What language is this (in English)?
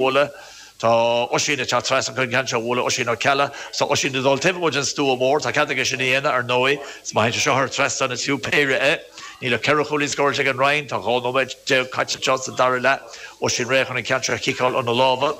Irish